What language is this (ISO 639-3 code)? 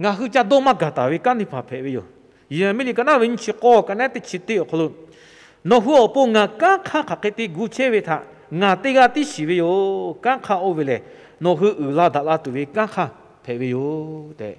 lhu